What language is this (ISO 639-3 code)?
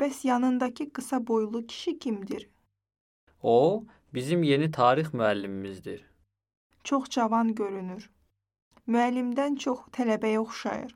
aze